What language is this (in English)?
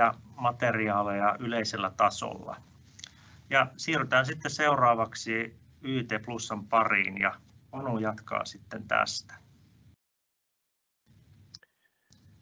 Finnish